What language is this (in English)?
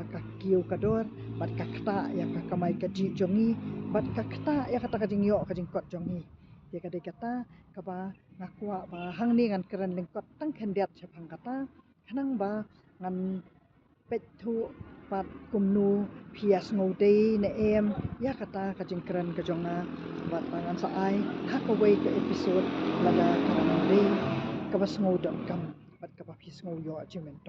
Khasi